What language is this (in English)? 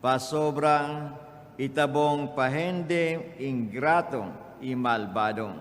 Papiamento